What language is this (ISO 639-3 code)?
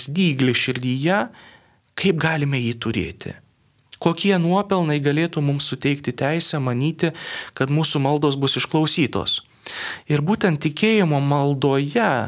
lit